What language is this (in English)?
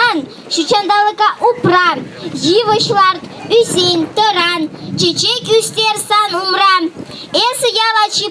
Chuvash